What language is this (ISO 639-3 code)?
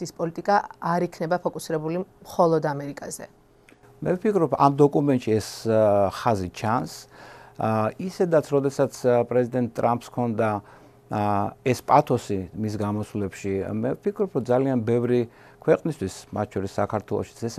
kat